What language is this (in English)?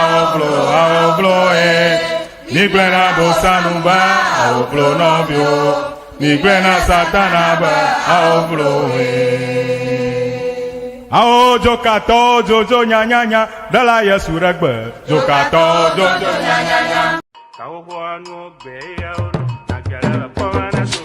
Ewe